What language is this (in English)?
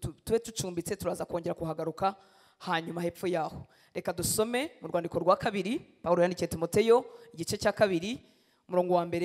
Kinyarwanda